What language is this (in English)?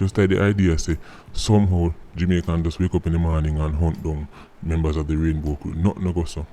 Jamaican Creole English